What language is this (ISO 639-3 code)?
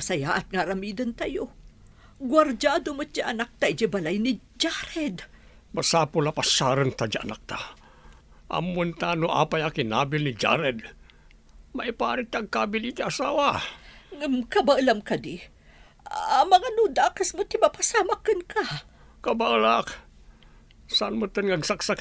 ilo